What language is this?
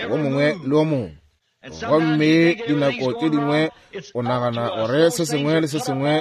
Northern Sotho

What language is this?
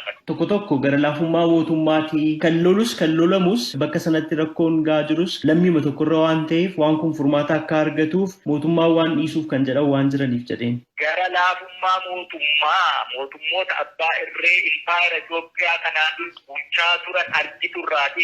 Oromo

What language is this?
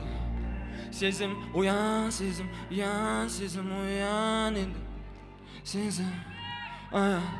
Kazakh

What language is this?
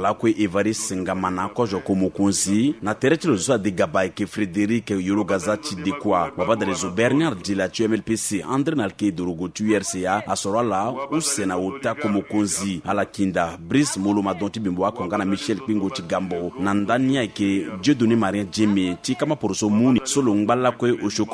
Sango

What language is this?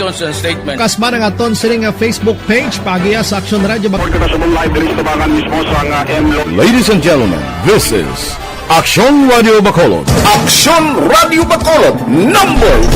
Hiligaynon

